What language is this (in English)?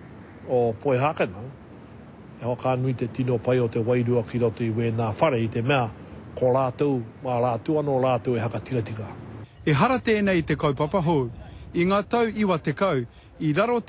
Māori